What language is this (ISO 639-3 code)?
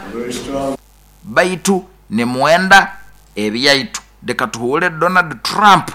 nyo